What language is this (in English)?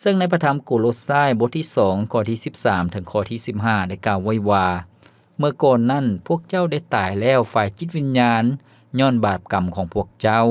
Lao